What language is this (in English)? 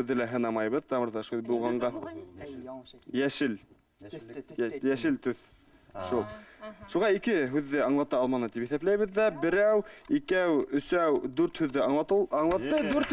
Bashkir